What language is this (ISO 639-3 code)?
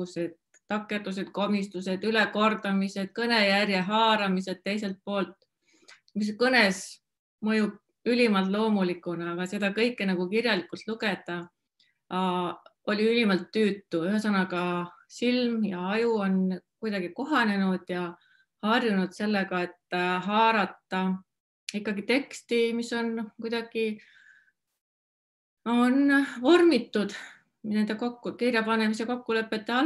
est